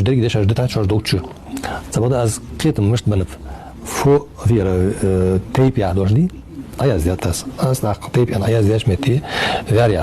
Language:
Ingush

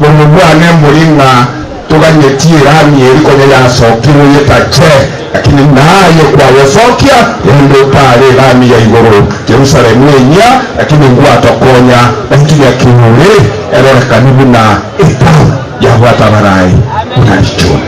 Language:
Gusii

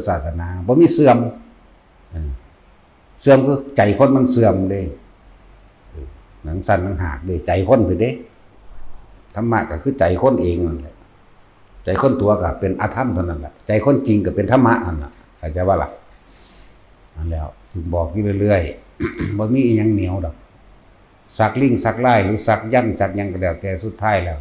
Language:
Lao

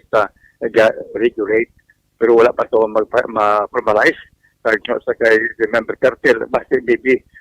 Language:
Hiligaynon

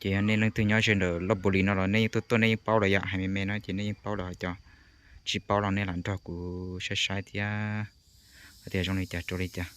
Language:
Hmong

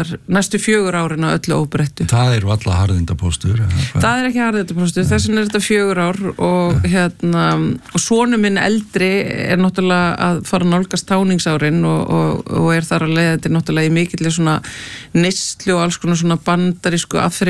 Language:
Icelandic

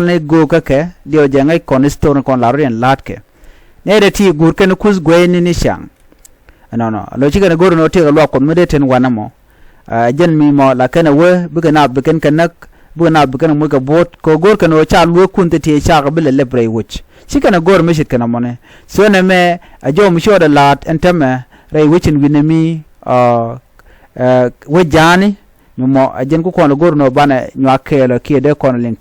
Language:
Nuer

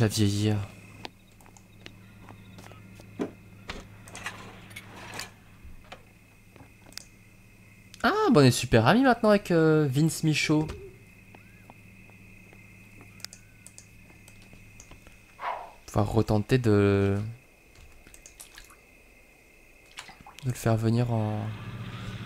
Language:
French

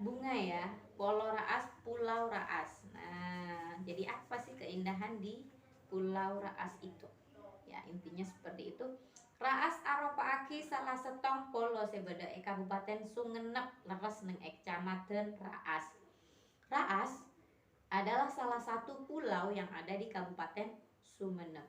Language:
Madurese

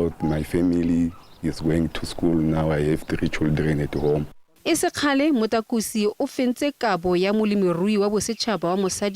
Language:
Tswana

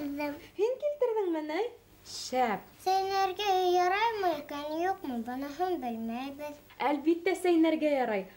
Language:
Bashkir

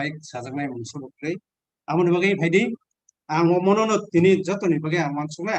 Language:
Kok Borok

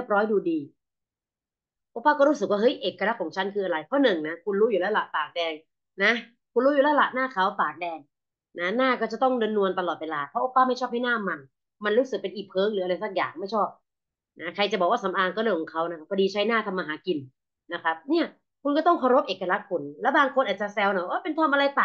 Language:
Thai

